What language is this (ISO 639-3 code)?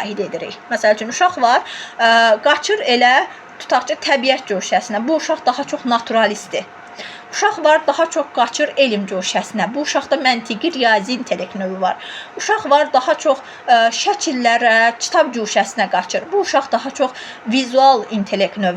aze